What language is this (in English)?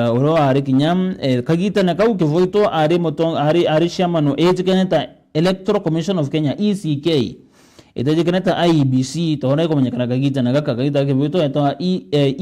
Meru